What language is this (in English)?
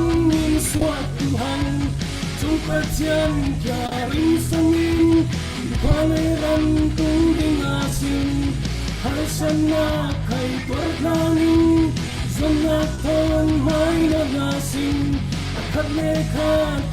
Falam Chin